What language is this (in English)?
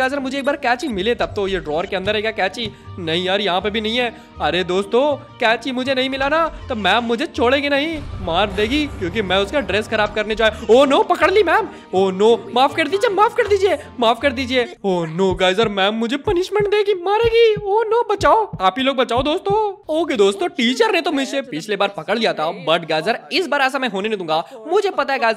Hindi